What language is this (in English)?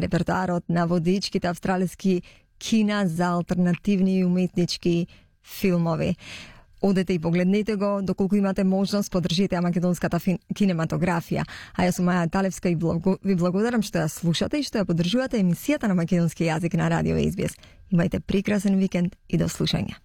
Macedonian